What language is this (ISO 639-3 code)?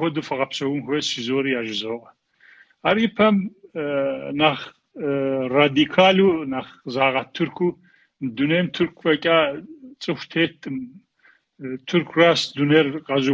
kbd